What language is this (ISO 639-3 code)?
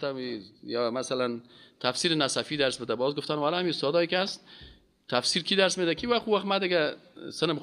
fas